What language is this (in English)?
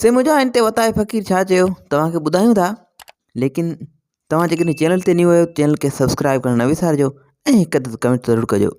Sindhi